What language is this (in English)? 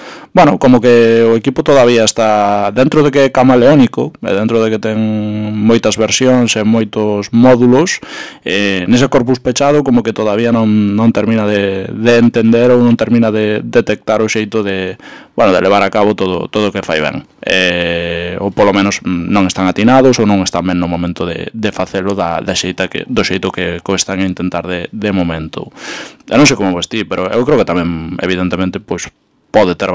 Galician